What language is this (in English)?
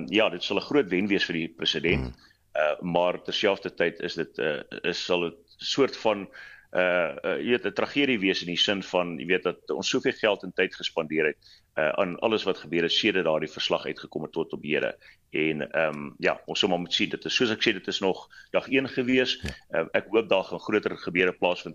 Afrikaans